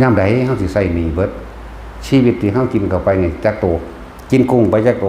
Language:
Northeastern Thai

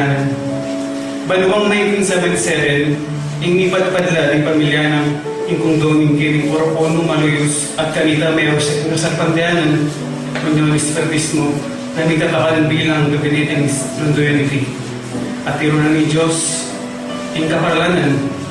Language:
Pampanga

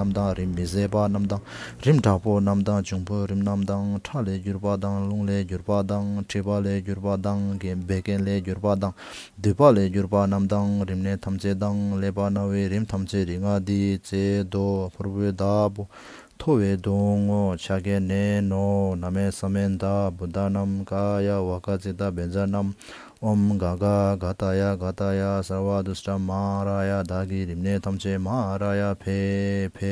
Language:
Tibetan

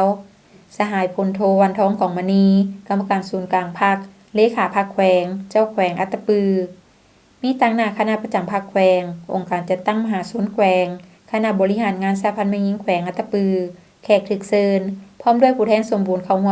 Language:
Lao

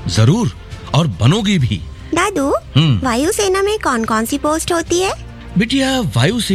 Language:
Hindi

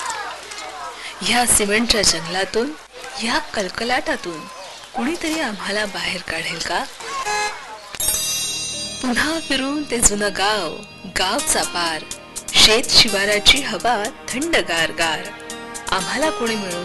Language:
Marathi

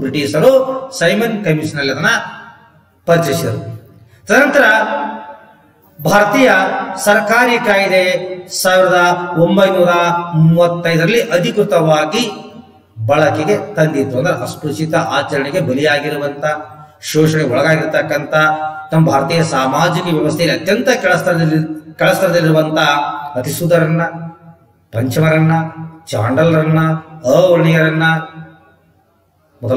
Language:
Kannada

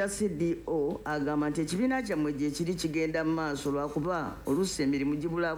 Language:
Ganda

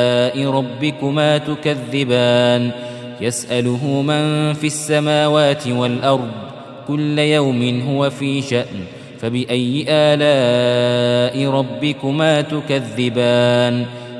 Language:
Arabic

